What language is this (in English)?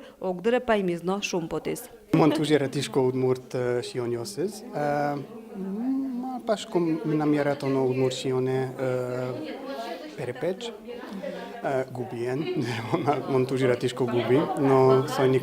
Udmurt